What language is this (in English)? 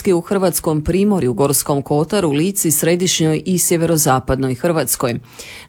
Croatian